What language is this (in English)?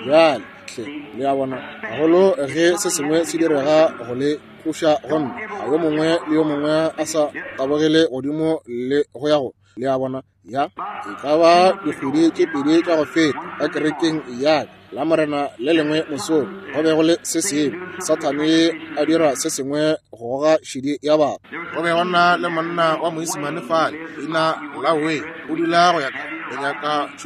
Northern Sotho